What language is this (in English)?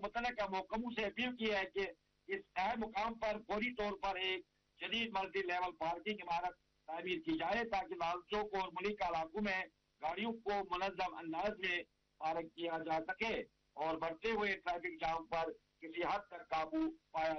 Urdu